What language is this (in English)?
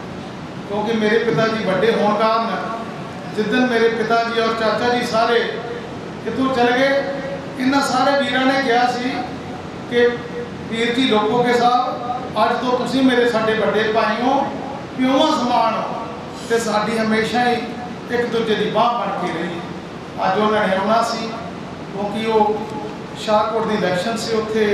Punjabi